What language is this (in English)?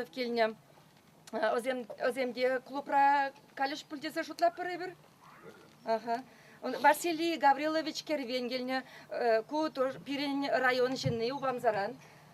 Chuvash